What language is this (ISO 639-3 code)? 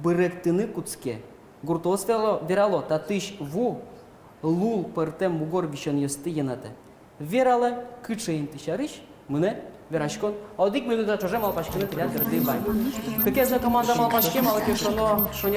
udm